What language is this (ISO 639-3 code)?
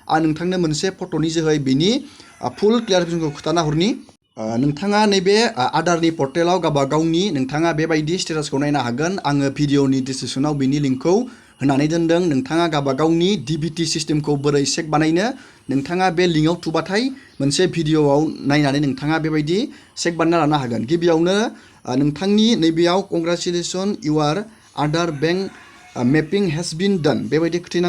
brx